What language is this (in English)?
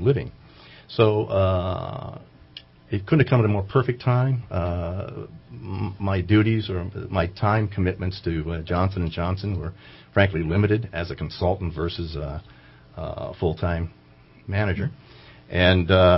English